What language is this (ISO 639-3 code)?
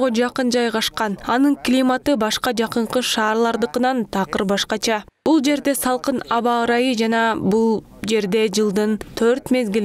kir